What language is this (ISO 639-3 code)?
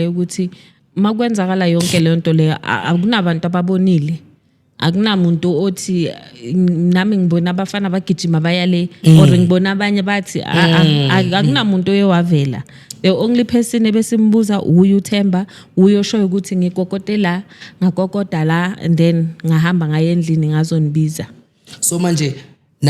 zul